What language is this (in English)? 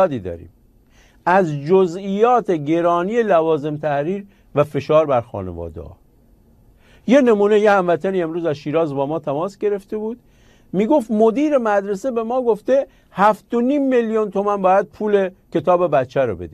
Persian